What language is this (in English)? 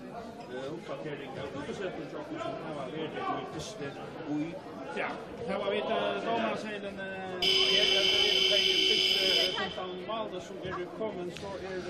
Faroese